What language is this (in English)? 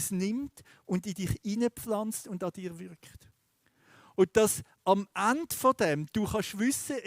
Swiss German